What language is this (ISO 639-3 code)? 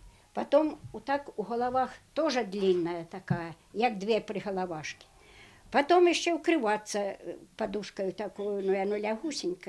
bel